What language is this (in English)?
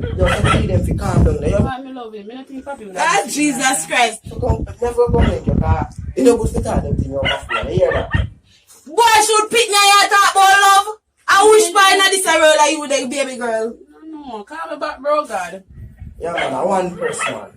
Jamaican Creole English